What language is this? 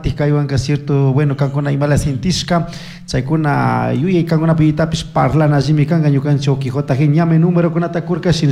Chimborazo Highland Quichua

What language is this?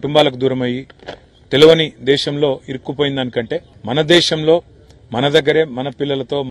Telugu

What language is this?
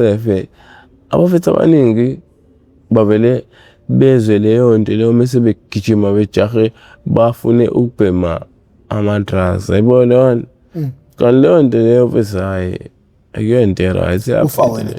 Zulu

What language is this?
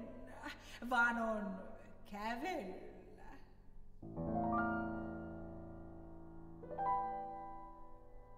Finnish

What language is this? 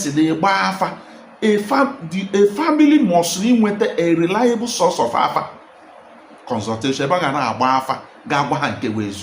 Igbo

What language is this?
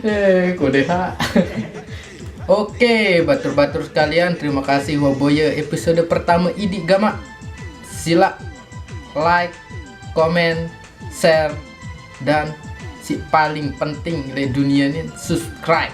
Sasak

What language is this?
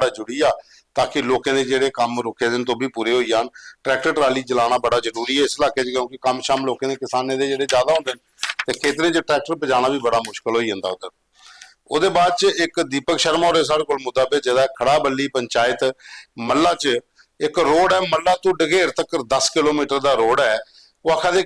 Dogri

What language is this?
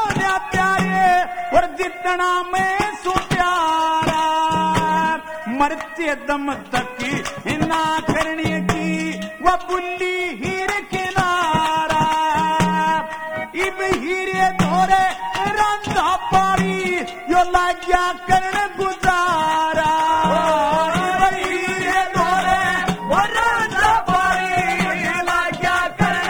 Haryanvi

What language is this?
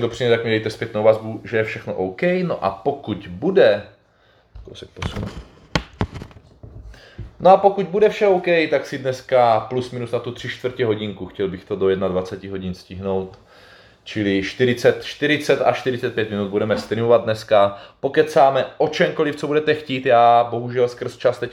Czech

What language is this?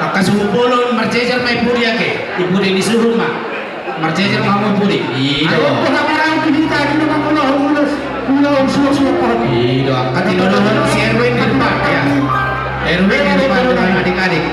Batak Toba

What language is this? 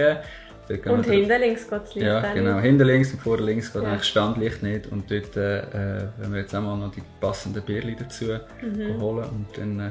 Swiss German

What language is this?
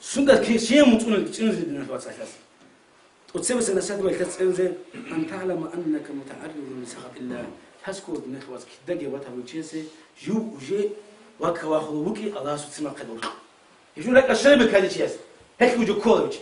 Avaric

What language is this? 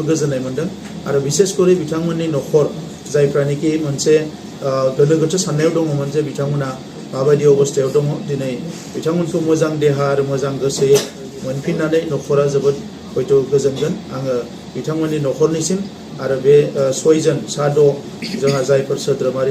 Bodo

